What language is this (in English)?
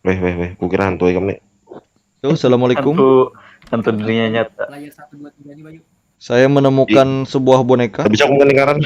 Banjar